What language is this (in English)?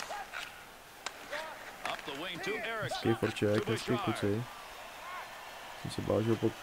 Czech